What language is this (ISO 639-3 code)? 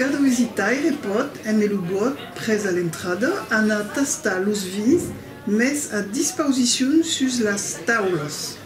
oci